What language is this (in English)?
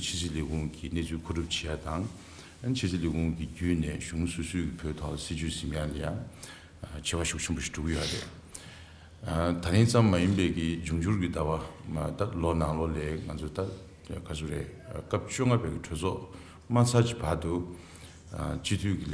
Tibetan